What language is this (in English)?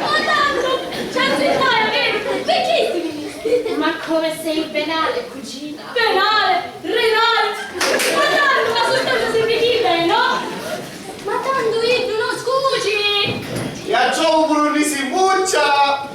Sicilian